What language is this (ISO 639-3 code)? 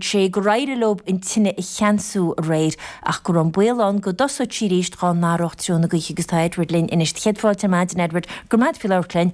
gle